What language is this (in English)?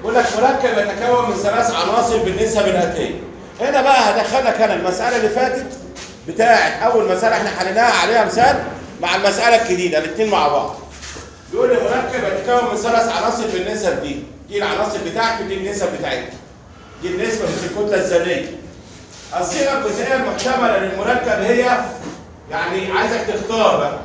Egyptian Arabic